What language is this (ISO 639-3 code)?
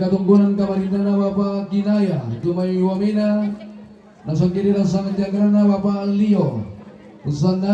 sda